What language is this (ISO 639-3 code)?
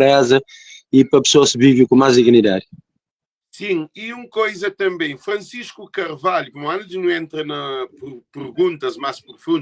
kea